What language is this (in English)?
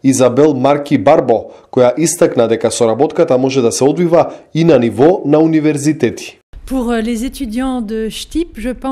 Macedonian